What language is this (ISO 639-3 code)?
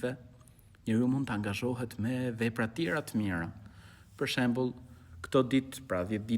sqi